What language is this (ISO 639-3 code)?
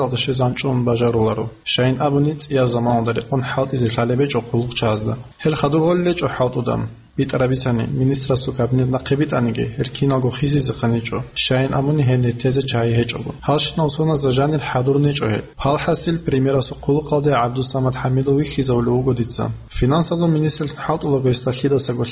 ava